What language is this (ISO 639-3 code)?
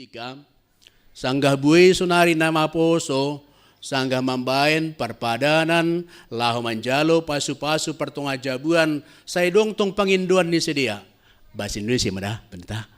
bts